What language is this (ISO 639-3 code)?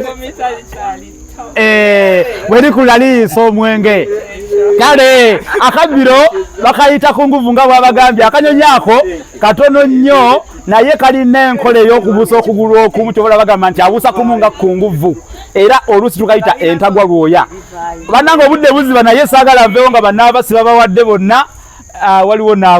lug